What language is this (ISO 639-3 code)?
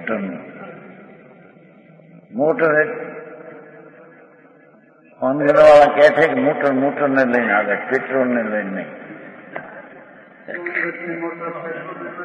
guj